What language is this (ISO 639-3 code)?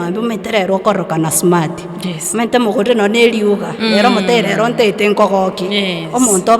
guz